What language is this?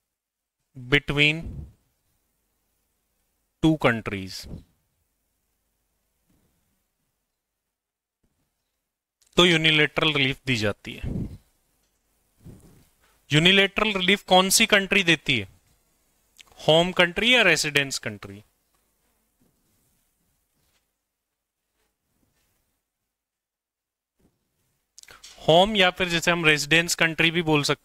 Hindi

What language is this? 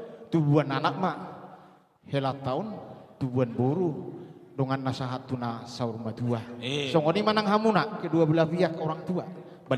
Batak Toba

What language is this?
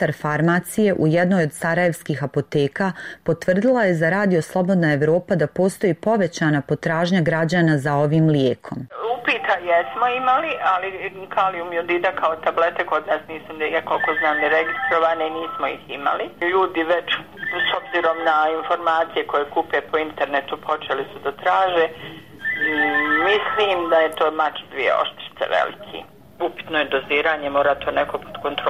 Bosnian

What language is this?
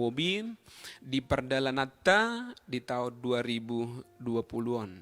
Batak Toba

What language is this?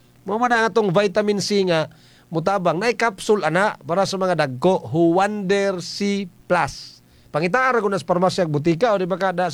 Cebuano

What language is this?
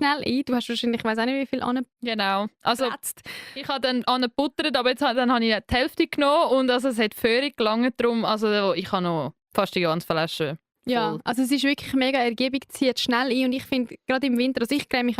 Swiss German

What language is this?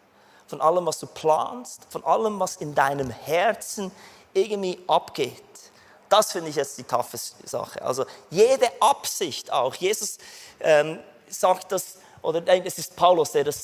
Swiss German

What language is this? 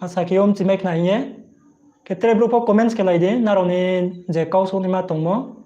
Riang (India)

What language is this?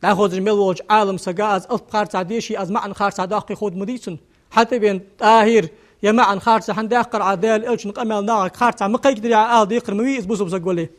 Ingush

